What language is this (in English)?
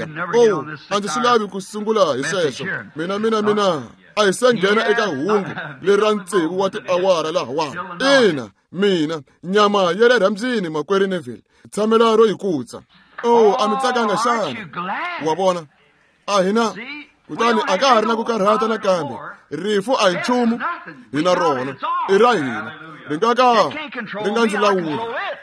Tsonga